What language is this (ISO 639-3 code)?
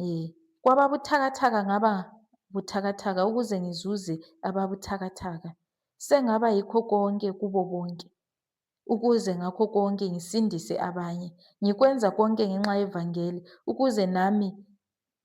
zul